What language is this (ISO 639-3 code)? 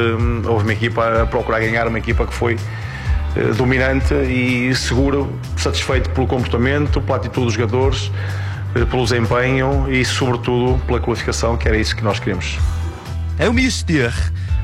por